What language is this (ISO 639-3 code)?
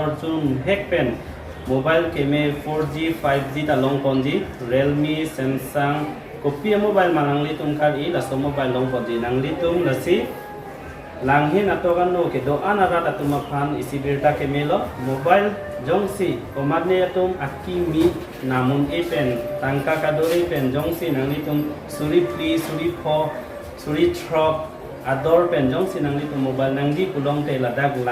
mjw